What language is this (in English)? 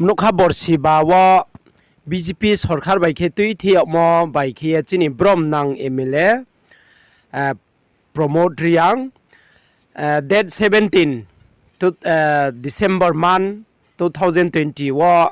Riang (India)